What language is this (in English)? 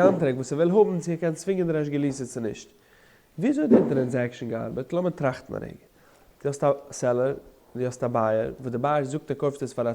Yiddish